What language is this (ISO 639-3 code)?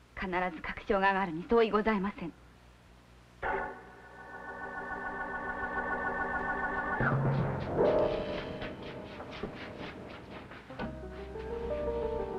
jpn